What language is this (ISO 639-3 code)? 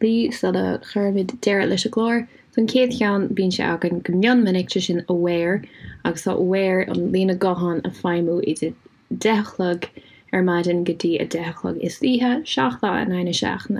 gle